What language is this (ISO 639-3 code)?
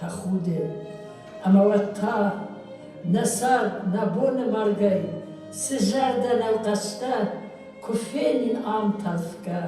oss